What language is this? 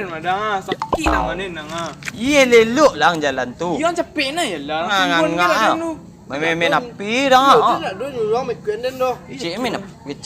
Minangkabau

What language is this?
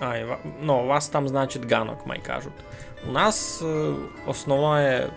Rusyn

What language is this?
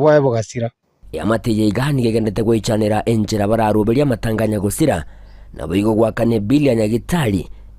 Gusii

